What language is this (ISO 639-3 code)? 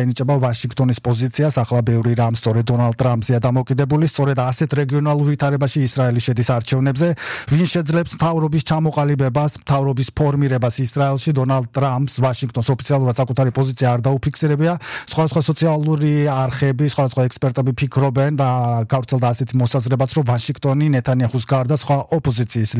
kat